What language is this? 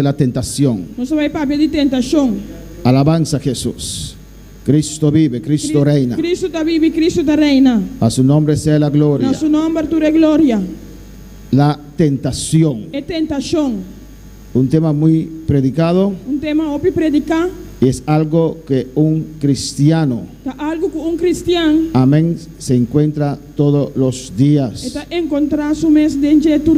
Papiamento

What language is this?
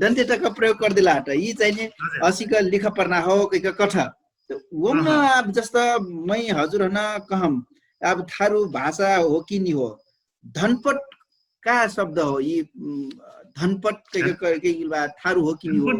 Dangaura Tharu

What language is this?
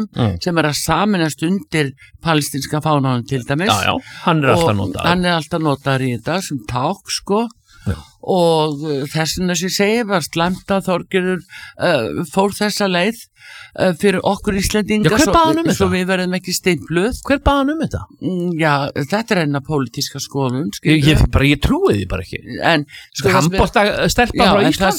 Icelandic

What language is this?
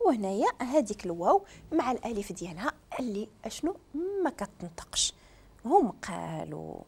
Moroccan Arabic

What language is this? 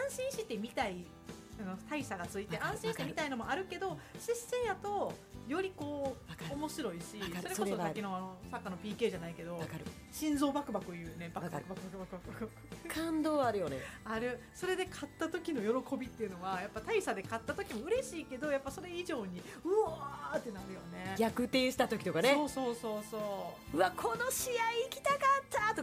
Japanese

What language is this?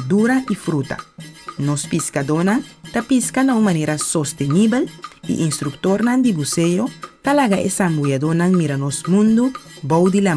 Papiamento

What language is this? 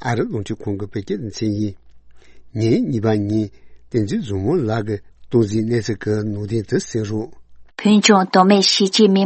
Tibetan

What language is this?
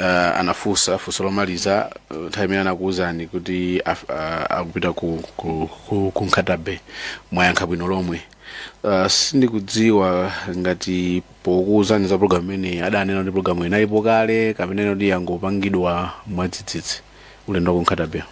Nyanja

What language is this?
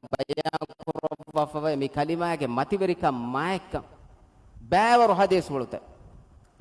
Divehi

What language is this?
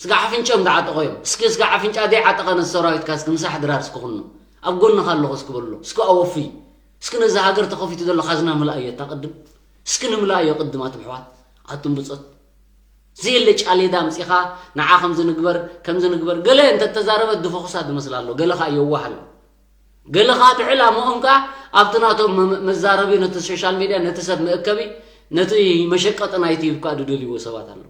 Tigrinya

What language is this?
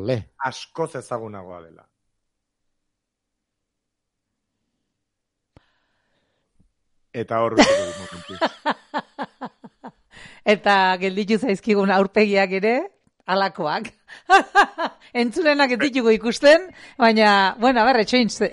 Basque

